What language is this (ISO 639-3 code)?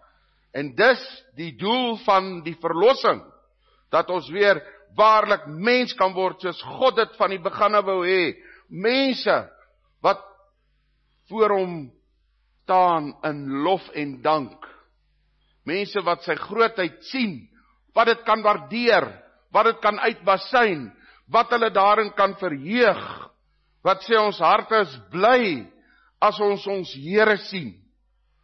afr